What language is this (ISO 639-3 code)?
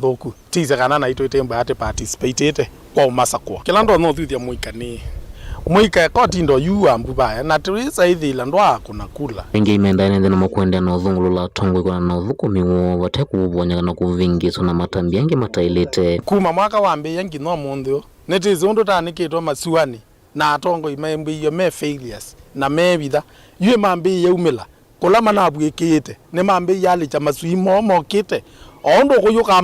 kam